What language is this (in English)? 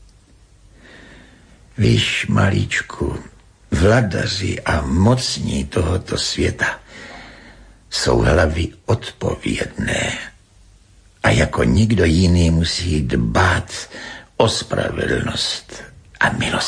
Czech